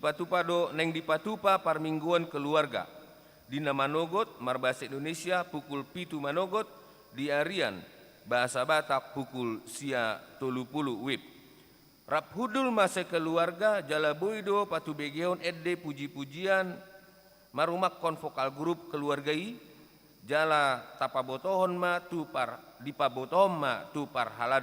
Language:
Batak Toba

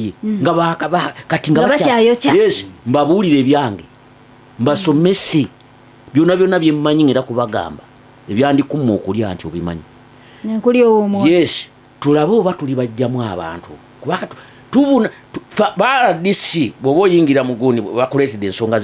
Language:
Ganda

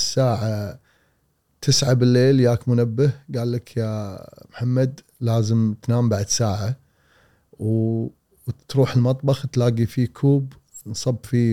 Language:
Gulf Arabic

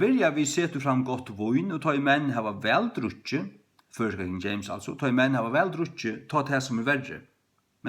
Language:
Faroese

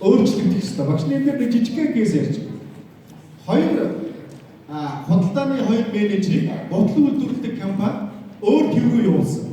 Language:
Mongolian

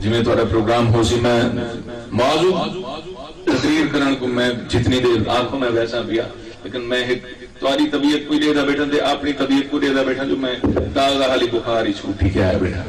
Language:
Saraiki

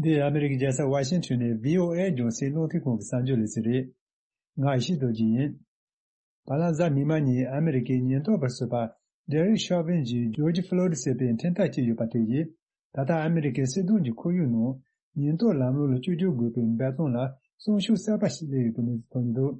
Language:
Tibetan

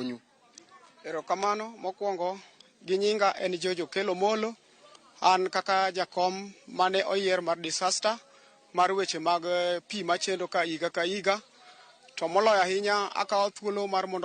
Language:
Luo (Kenya and Tanzania)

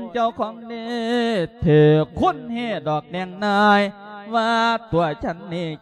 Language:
Lao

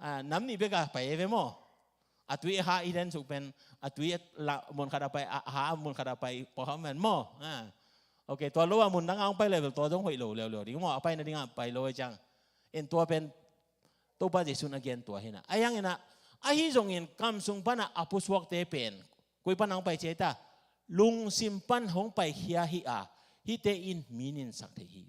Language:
Tedim Chin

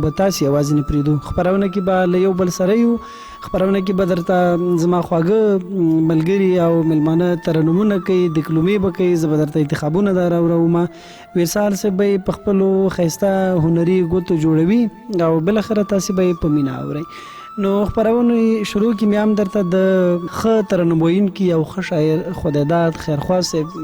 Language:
Pashto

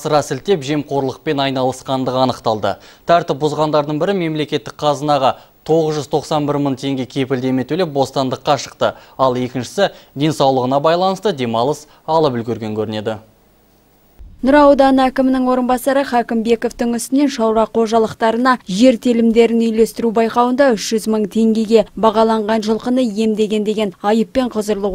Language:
Kazakh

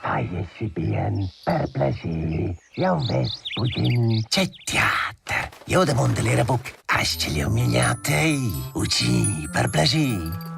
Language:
Romansh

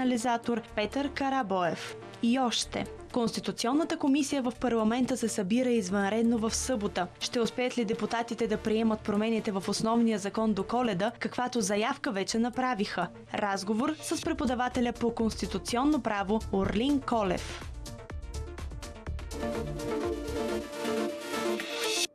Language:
Bulgarian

